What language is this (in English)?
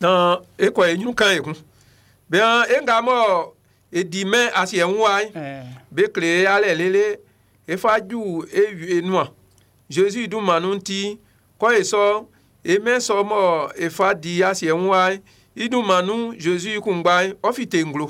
Baoulé